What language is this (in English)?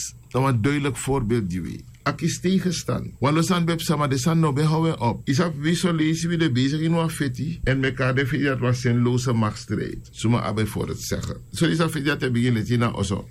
Sranan Tongo